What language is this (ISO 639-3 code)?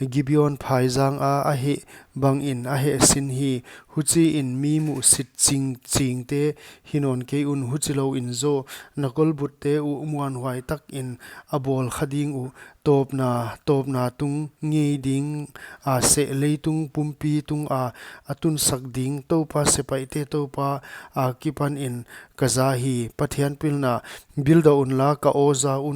pck